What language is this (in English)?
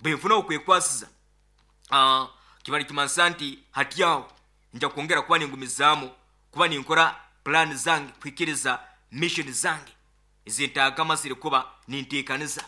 Nyoro